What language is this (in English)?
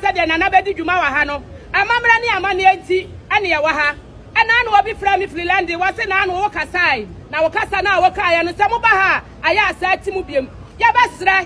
Akan